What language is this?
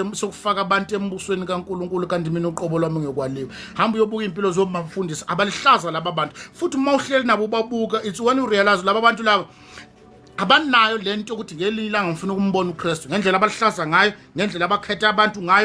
Zulu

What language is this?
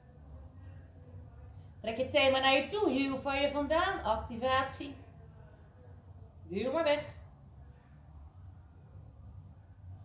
Dutch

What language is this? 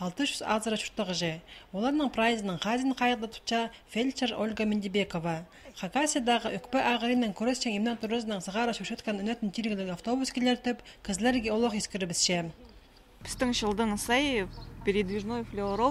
Khakas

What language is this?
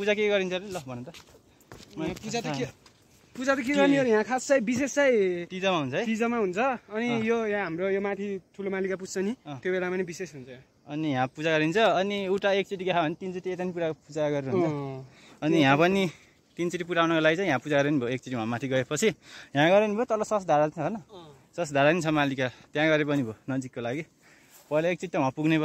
Nepali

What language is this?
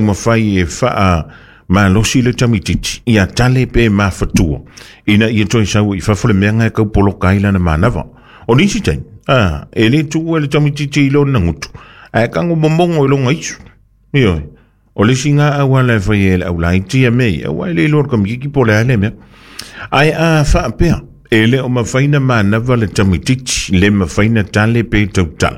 Samoan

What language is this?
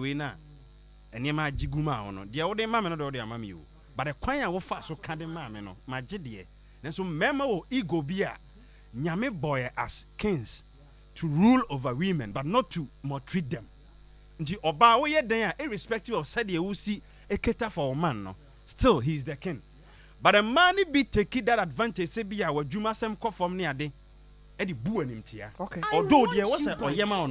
Akan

